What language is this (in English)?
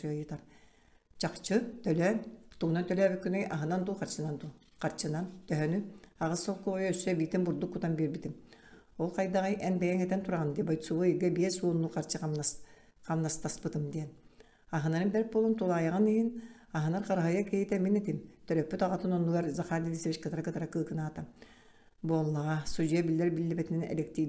Yakut